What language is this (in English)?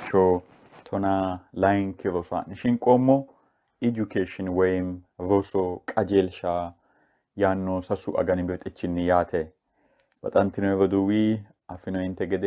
Sidamo